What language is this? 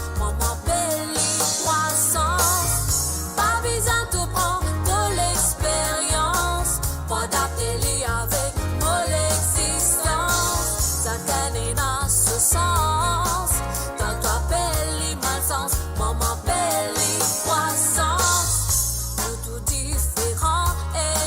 Morisyen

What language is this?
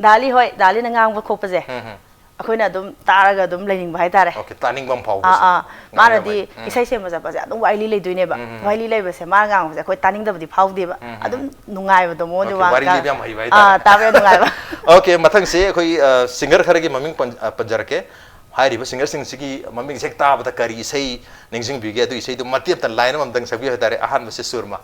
Manipuri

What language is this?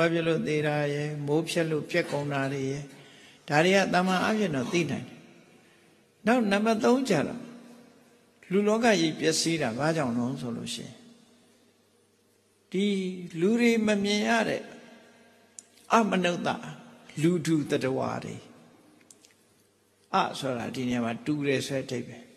Burmese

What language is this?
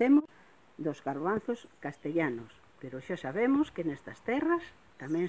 Galician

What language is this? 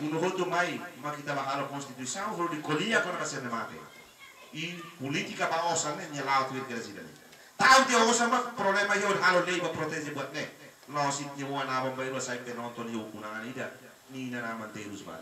Tetum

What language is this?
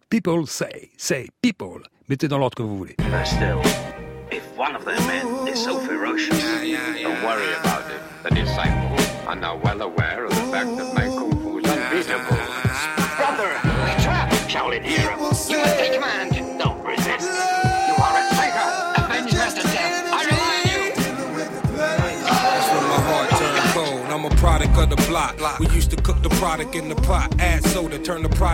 French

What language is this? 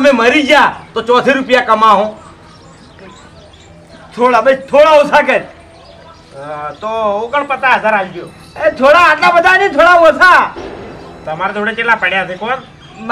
Gujarati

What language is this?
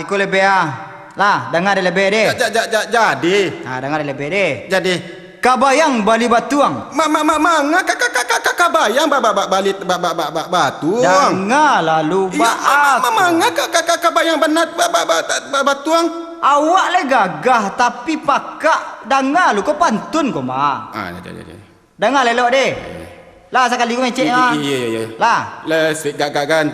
Minangkabau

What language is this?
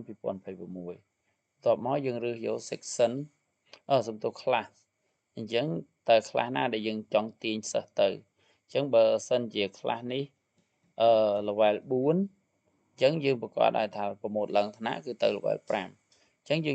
Khmer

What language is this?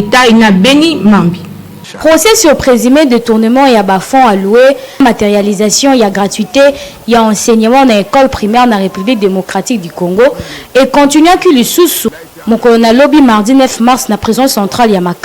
Lingala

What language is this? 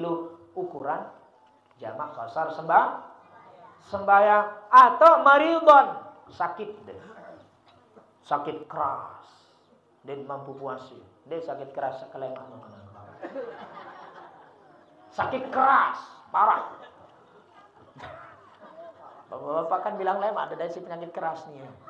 Sasak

